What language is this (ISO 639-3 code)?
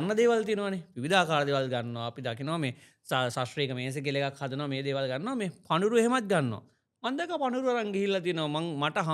sin